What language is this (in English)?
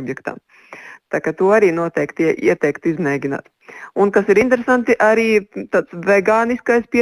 Latvian